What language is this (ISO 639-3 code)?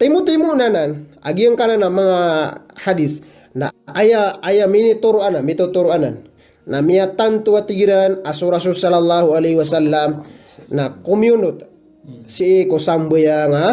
mrw